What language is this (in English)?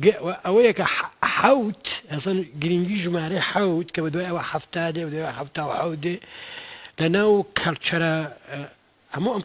Central Kurdish